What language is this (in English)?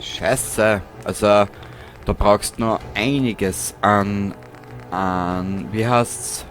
Bavarian